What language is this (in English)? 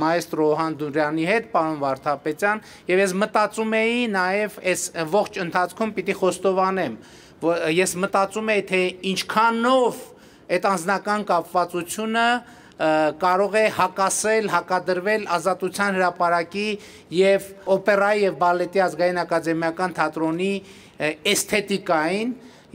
Armenian